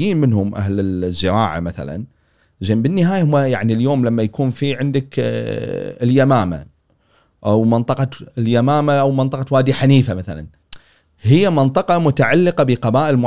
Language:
Gulf Arabic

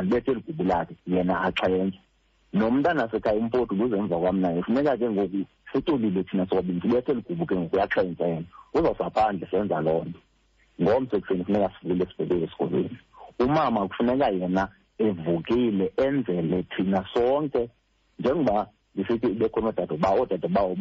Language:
Xhosa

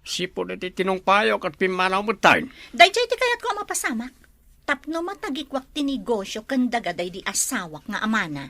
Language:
Iloko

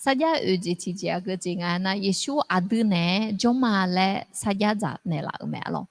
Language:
Akha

